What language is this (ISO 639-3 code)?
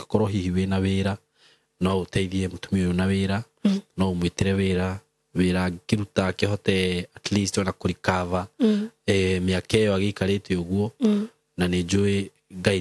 kik